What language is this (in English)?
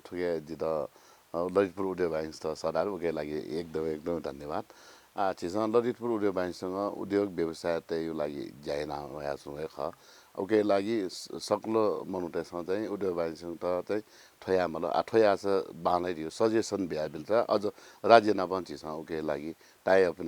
Newari